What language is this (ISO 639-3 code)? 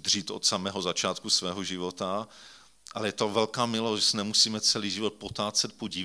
ces